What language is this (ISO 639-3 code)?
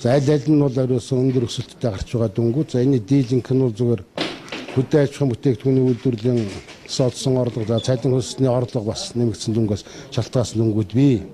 mon